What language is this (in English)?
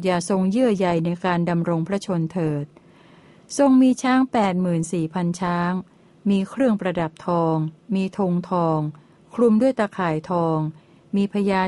Thai